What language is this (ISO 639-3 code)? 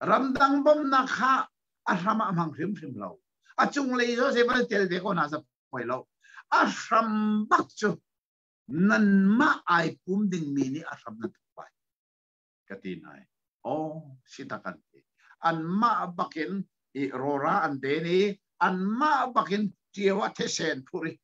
cnh